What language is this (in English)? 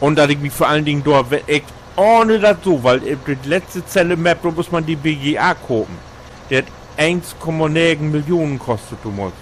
Low German